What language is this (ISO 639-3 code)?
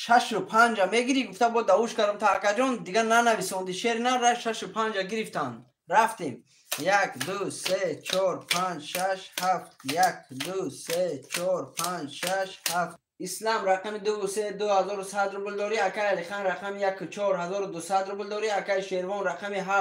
tgk